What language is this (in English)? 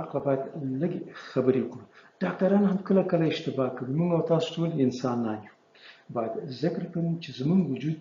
Pashto